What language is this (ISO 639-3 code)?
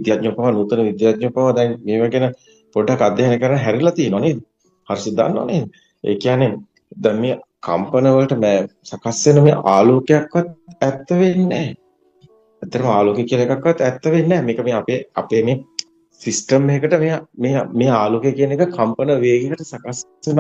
sin